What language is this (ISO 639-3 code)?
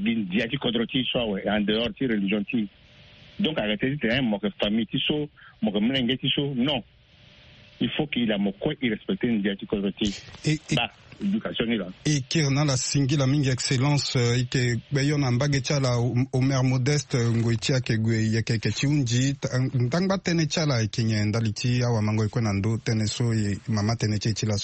sag